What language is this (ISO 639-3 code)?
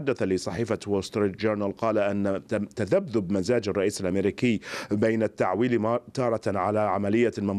ara